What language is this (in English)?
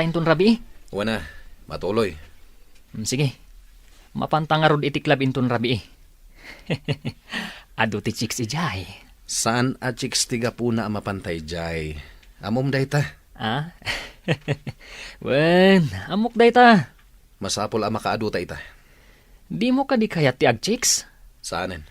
Iloko